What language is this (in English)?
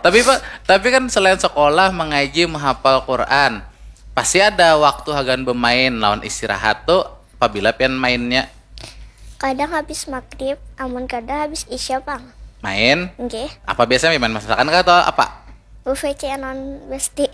Banjar